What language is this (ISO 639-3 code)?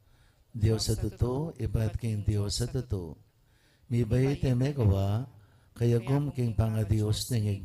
pam